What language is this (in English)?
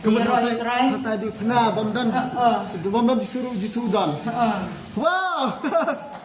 Khasi